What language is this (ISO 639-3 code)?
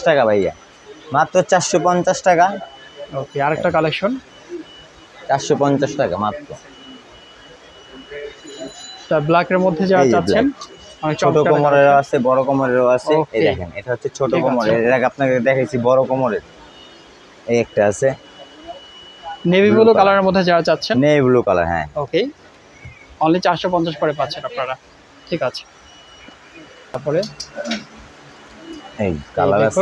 ben